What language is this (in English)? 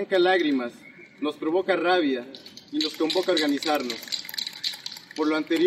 Spanish